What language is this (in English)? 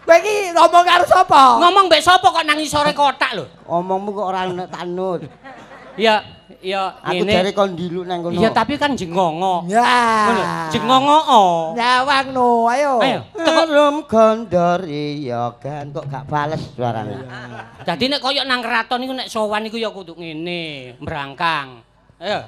Javanese